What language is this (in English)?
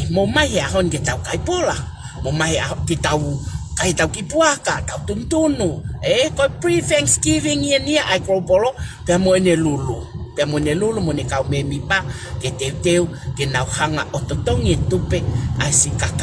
Tongan